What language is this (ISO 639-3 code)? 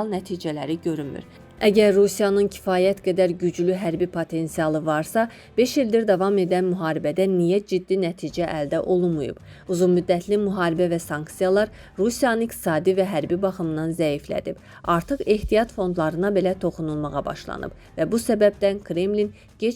aze